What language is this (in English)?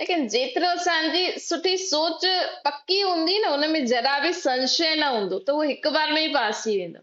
Sindhi